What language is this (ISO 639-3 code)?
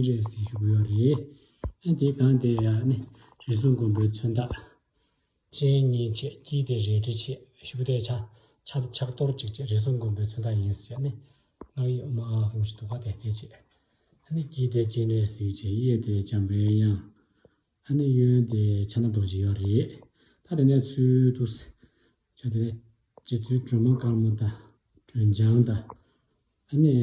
bod